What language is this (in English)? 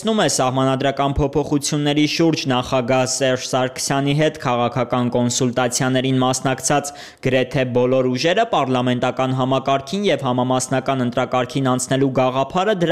Armenian